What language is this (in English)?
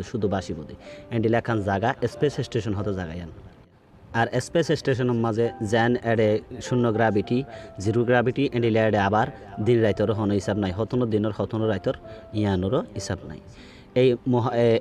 Rohingya